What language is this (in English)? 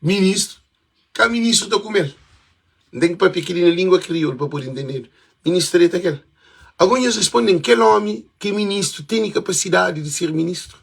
Kabuverdianu